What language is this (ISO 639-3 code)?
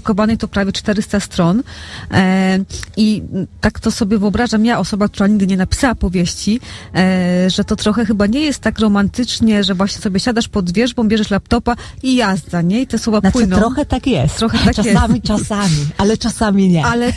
pol